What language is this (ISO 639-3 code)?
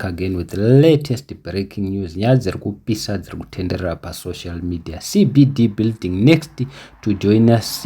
sna